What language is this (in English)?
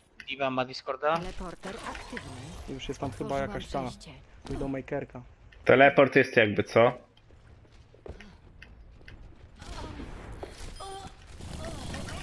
Polish